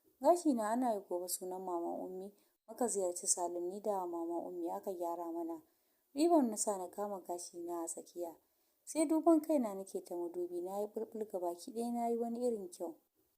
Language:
Hausa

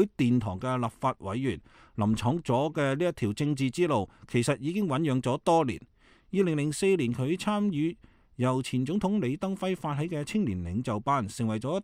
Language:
Cantonese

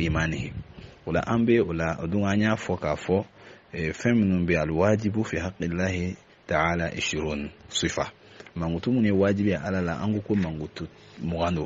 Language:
Bambara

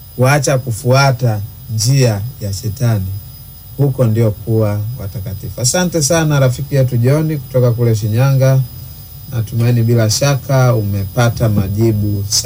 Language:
Swahili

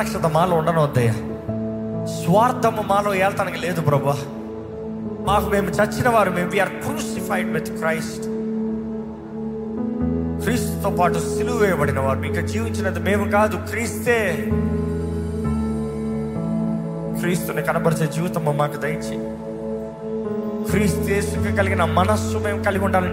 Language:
Telugu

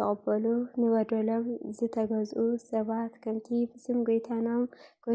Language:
Tigrinya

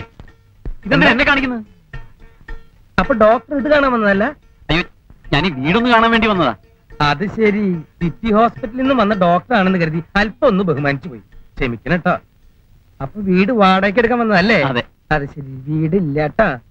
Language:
Malayalam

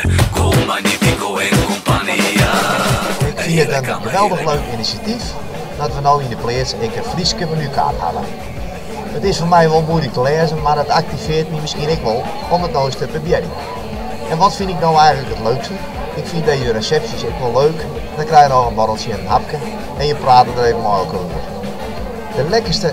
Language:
Western Frisian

